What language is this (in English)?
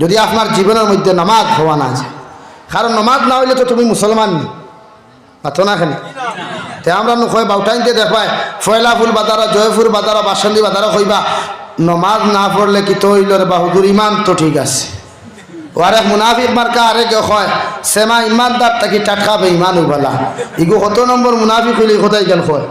Sylheti